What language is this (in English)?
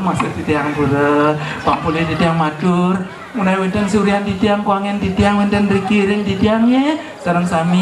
Balinese